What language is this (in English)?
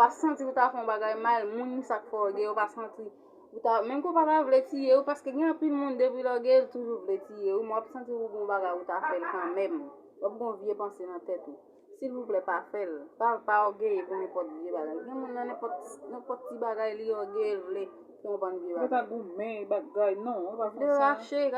Haitian Creole